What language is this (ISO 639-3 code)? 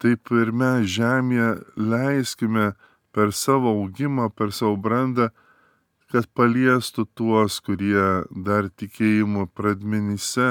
lit